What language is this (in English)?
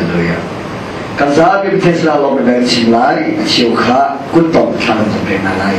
Hakha Chin